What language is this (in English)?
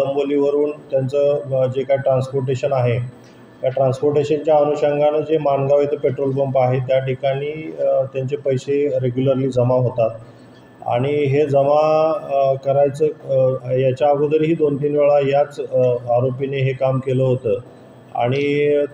Marathi